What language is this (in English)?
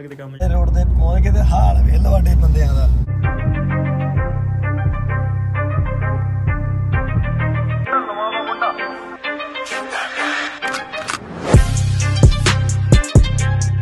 Punjabi